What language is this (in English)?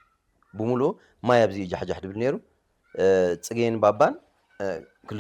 Tigrinya